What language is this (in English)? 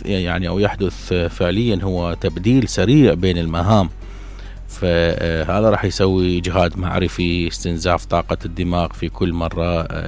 Mesopotamian Arabic